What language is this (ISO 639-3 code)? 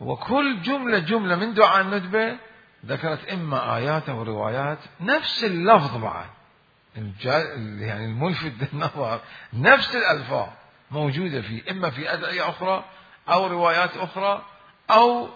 acm